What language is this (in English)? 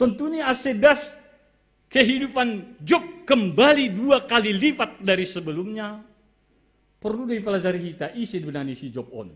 Batak Simalungun